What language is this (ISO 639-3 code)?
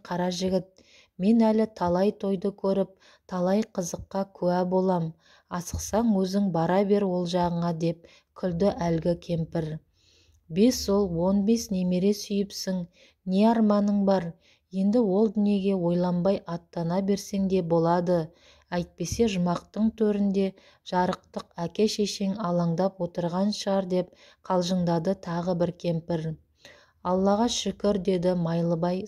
kaz